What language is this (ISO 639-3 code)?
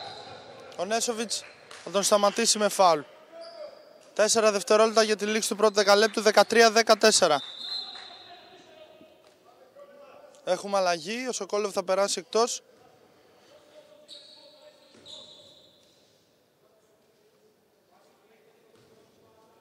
ell